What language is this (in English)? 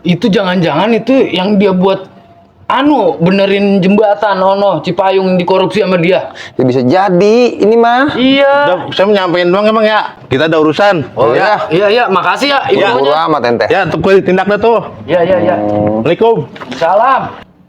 Betawi